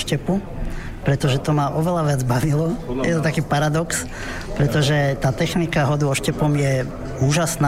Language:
Slovak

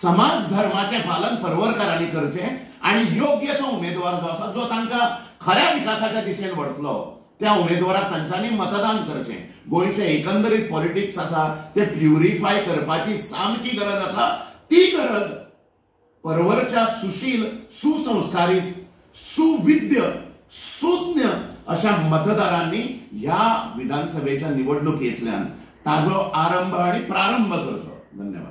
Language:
Konkani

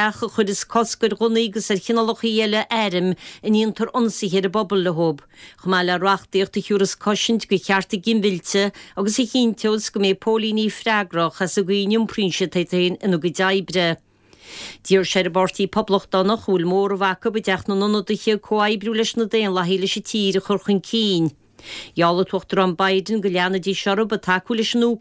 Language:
Irish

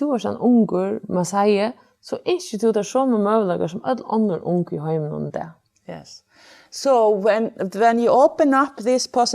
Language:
Faroese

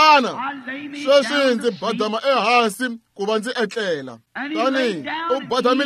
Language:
Tsonga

